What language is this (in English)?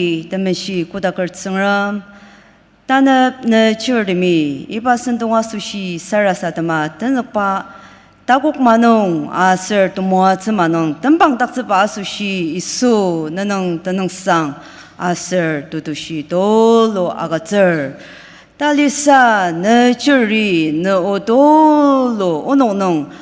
Ao Naga